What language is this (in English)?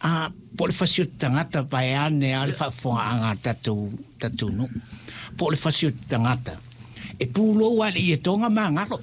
Samoan